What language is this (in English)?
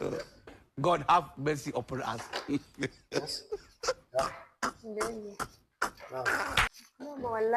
Hausa